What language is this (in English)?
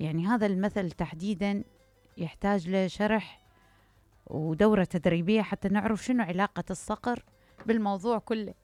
Mesopotamian Arabic